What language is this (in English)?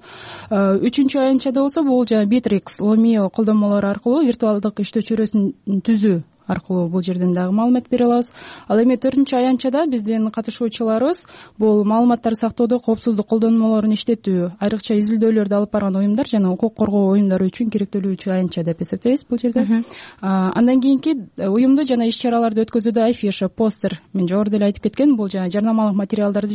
Kyrgyz